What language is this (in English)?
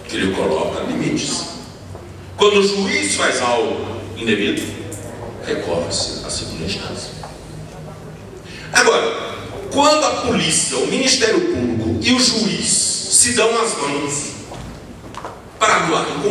Portuguese